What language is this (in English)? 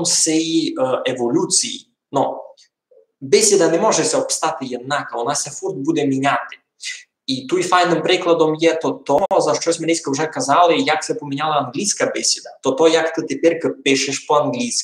Rusyn